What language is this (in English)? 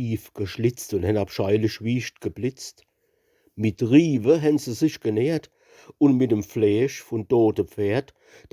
Palatine German